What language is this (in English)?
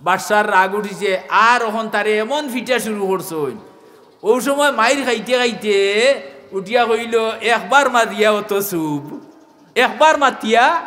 Sylheti